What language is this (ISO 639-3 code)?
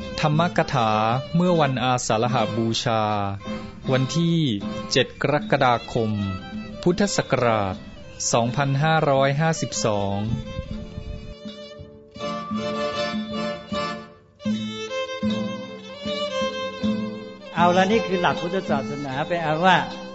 tha